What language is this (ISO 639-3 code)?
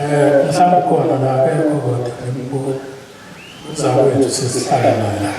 zul